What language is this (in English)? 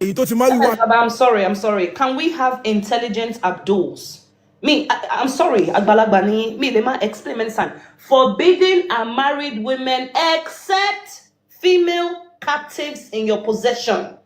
Yoruba